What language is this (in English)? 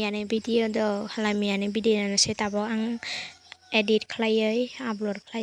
Kok Borok